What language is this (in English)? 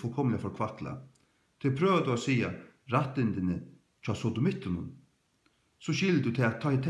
Faroese